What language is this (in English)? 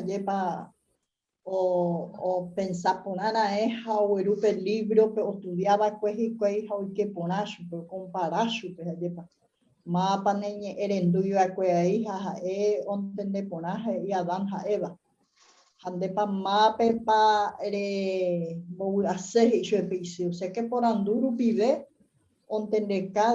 Guarani